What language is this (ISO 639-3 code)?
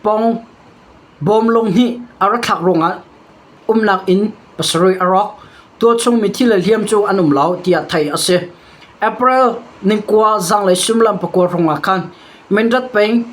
cnh